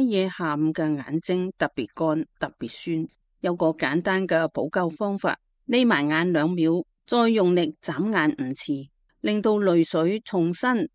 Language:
Cantonese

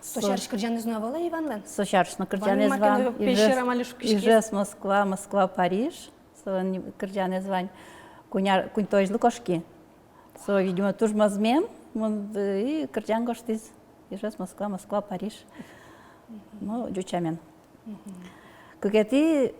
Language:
Udmurt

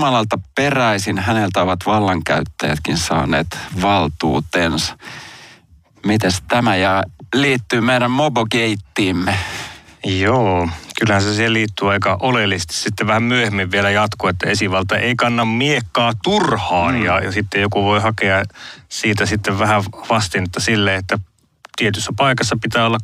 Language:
Finnish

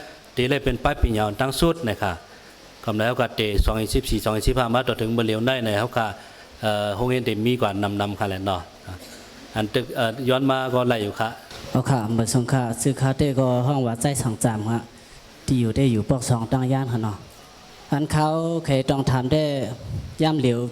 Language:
Shan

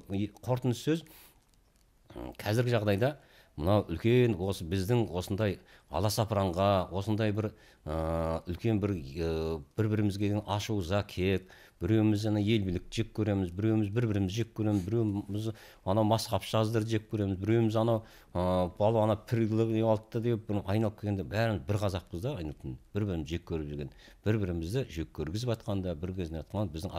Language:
Kazakh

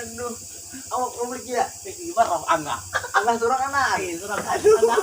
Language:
Banjar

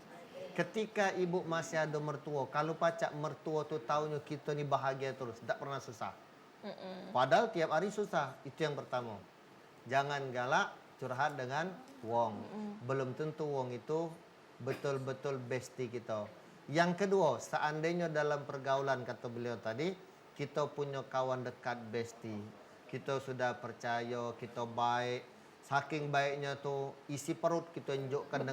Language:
Musi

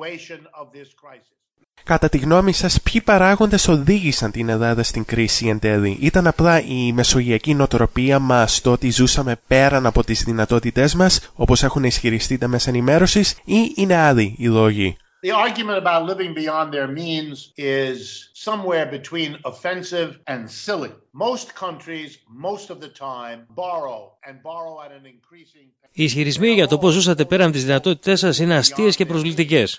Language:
Greek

